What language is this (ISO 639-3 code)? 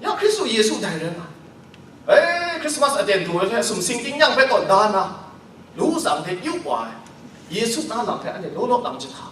kac